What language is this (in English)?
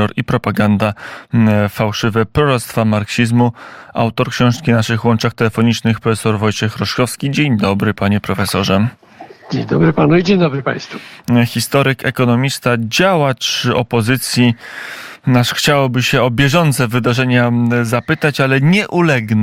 Polish